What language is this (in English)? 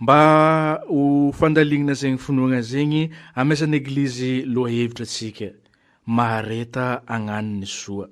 Malagasy